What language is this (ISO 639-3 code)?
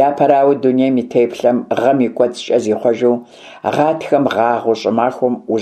kbd